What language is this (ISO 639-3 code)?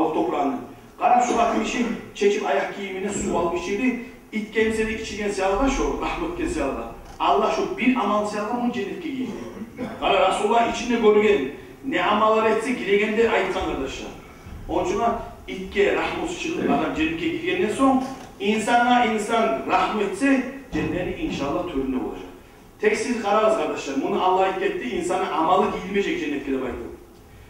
kum